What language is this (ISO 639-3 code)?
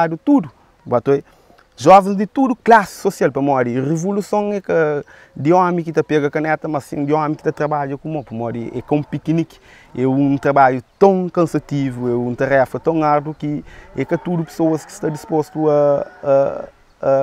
kea